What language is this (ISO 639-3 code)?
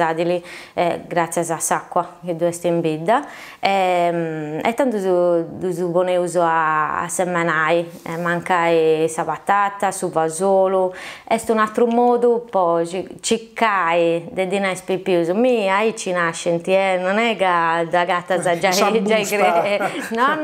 srd